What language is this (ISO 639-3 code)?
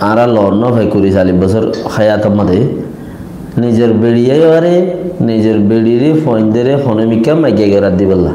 rhg